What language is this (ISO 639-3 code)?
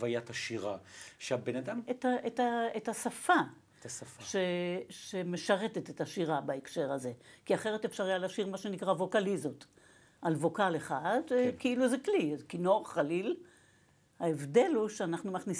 heb